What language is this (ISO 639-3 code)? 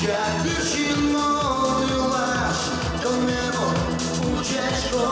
udm